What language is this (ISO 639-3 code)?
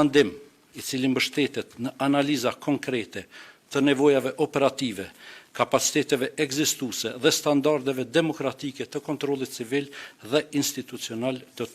sqi